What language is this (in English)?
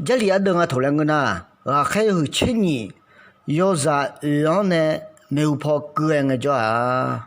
Akha